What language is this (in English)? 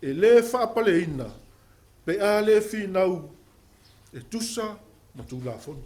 Samoan